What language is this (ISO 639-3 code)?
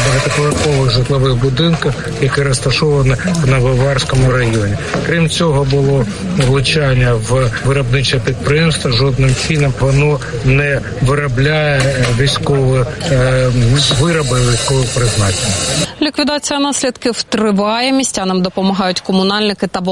ukr